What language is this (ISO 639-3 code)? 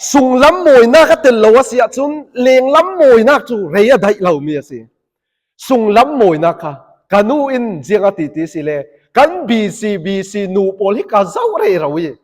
cfm